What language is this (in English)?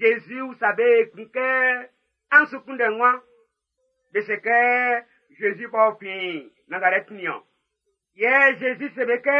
Baoulé